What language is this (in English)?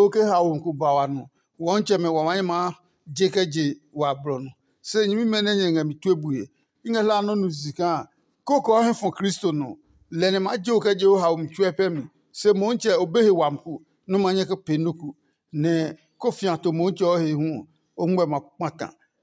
Adangme